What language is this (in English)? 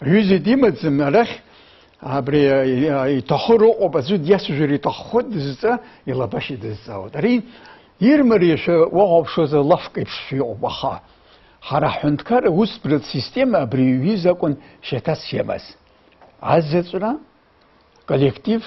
Abkhazian